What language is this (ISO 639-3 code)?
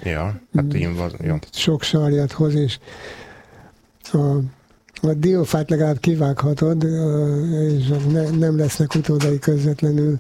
hun